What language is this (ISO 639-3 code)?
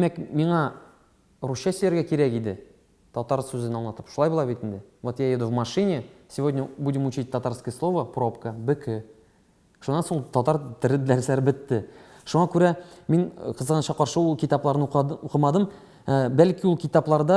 tat